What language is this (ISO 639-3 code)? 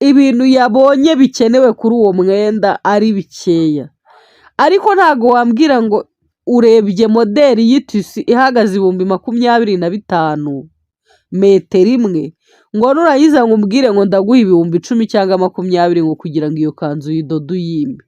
kin